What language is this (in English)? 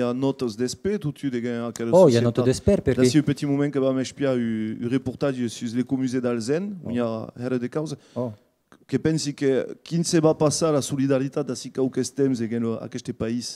Occitan